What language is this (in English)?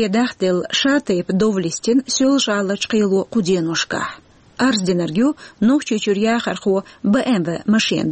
Chechen